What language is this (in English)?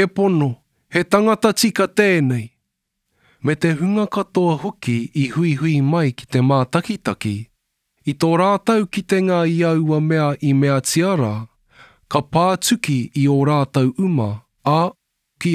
Māori